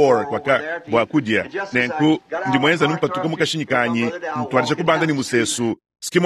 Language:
Luba-Lulua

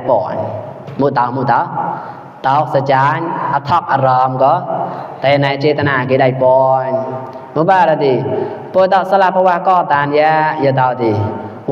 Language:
Mon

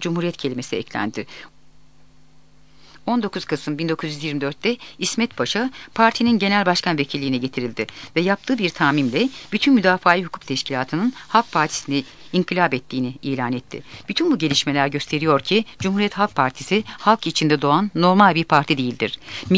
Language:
Turkish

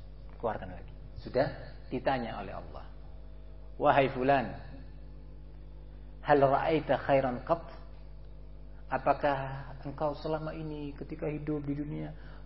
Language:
Indonesian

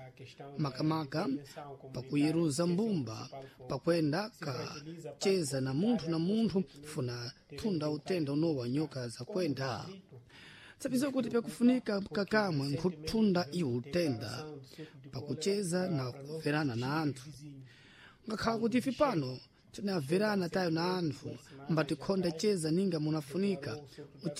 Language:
Sena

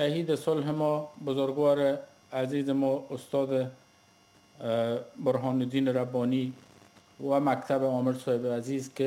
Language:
Persian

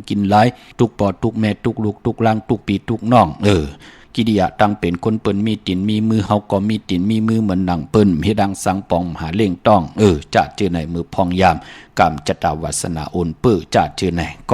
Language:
Shan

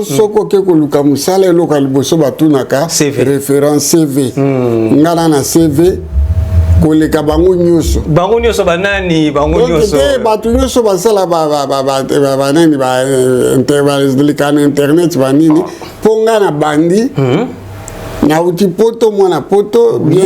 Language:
Lingala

